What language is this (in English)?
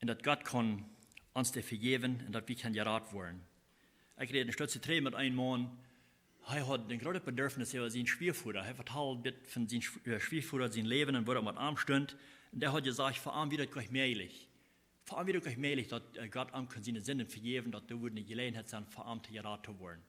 Plautdietsch